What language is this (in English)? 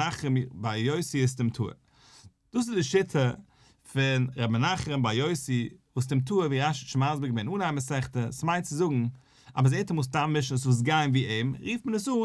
Yiddish